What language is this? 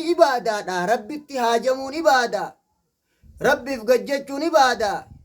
Oromo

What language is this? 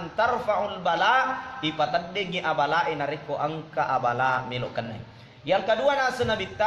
Buginese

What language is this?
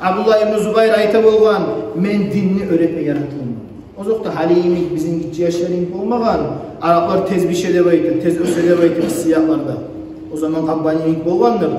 Kumyk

